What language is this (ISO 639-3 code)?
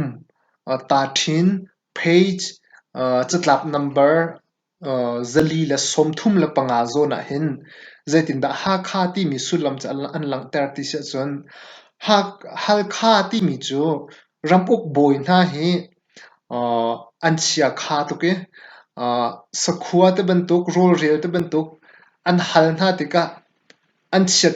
cnh